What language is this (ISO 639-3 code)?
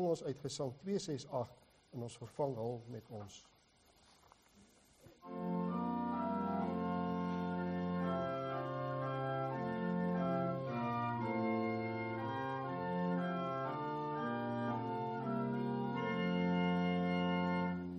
afr